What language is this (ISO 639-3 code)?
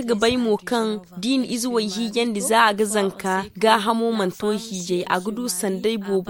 dje